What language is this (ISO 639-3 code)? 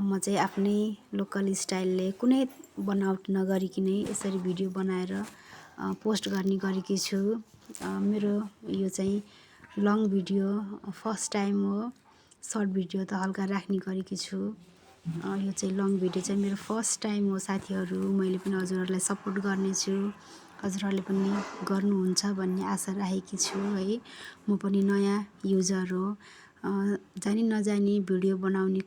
nep